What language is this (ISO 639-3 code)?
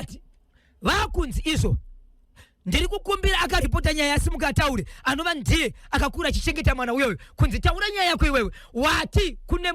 sna